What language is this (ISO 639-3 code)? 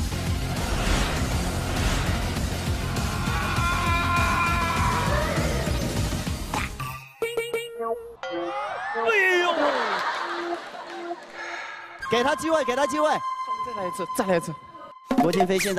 zho